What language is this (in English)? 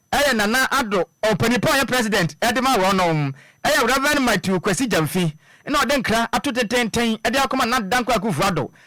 Akan